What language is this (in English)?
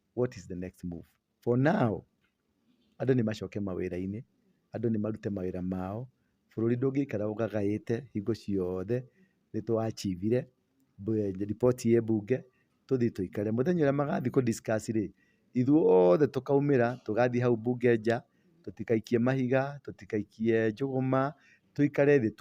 Kikuyu